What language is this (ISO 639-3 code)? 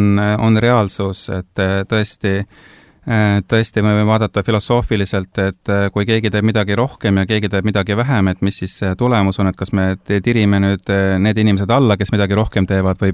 est